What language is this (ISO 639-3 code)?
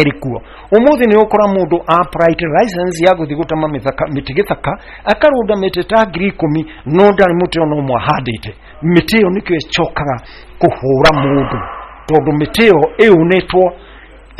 kik